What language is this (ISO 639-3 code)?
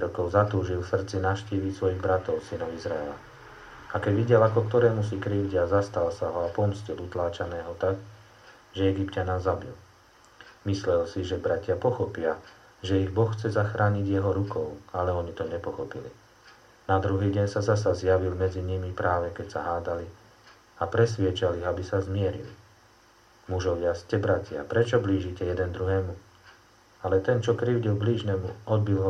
slk